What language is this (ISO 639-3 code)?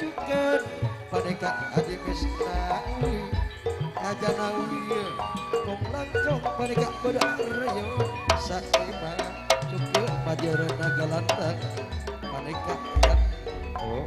mad